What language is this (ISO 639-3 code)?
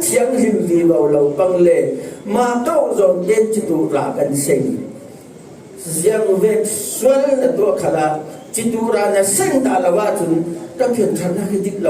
cfm